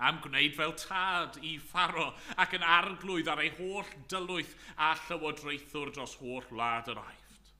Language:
Welsh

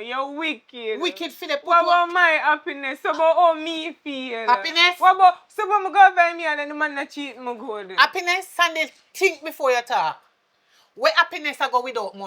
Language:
Jamaican Creole English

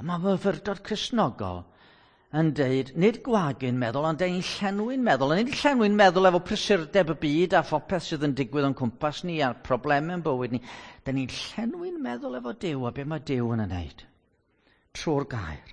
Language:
Welsh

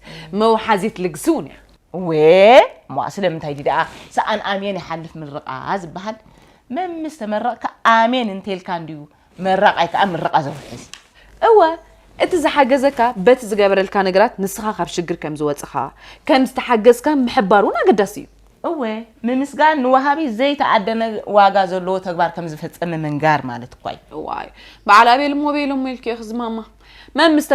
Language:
Tigrinya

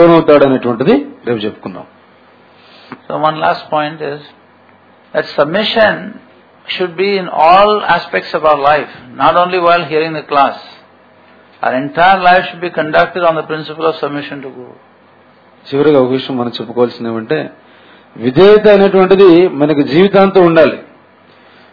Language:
Telugu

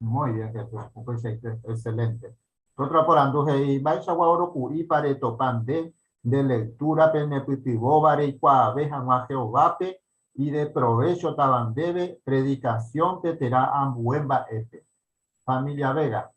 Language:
Guarani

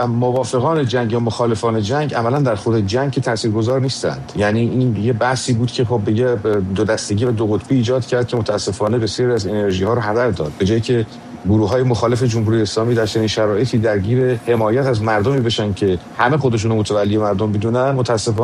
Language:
Persian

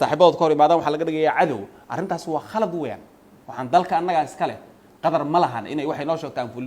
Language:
Somali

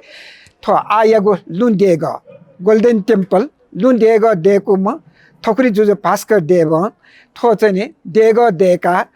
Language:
Newari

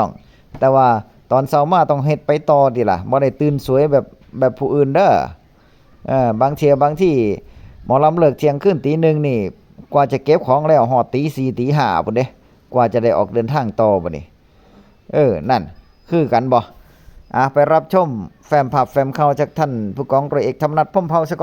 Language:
Northeastern Thai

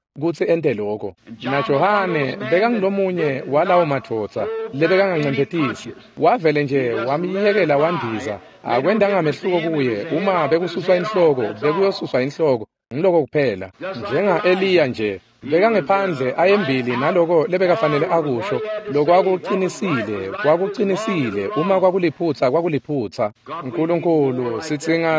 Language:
Swati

